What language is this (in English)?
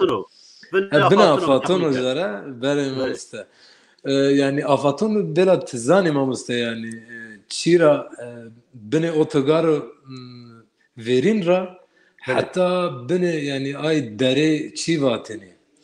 Zaza